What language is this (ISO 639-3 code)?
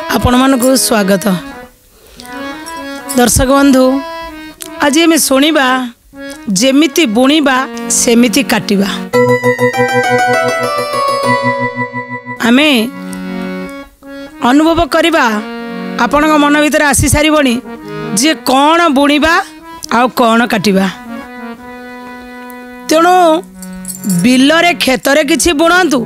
ori